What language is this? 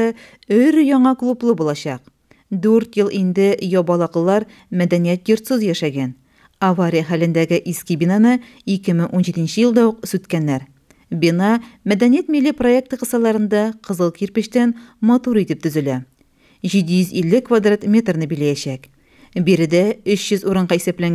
Tatar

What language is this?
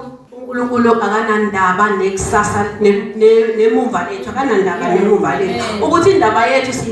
Zulu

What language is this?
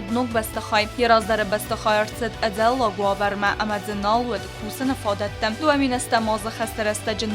Ossetic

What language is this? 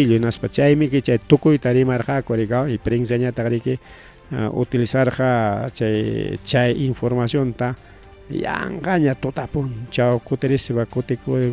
Ayacucho Quechua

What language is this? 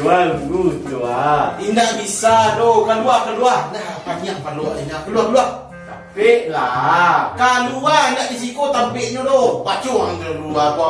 Minangkabau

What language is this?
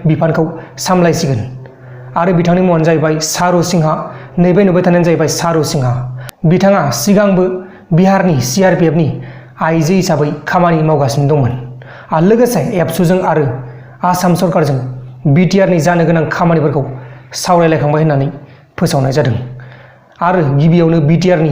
Bodo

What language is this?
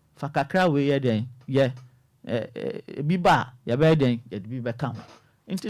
Akan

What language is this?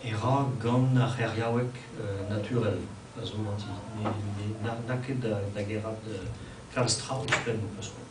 Breton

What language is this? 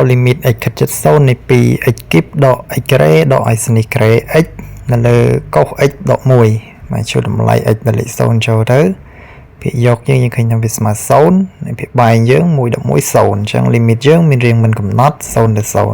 Khmer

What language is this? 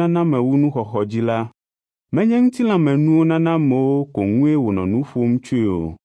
Ewe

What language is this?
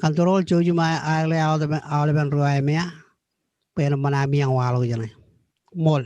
Marshallese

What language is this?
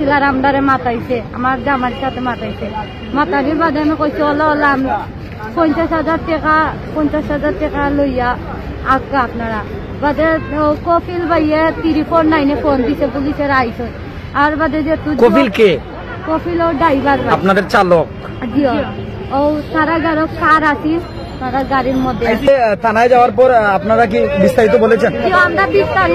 Sylheti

